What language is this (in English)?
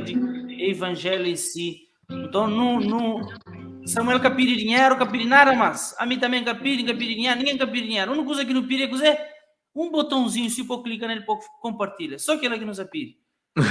Kabuverdianu